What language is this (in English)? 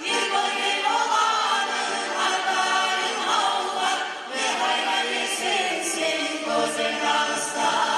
Kumyk